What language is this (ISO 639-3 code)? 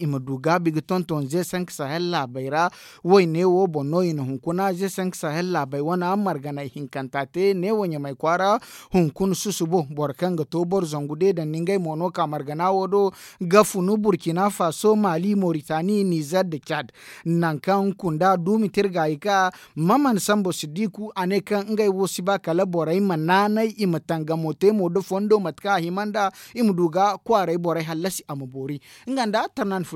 dje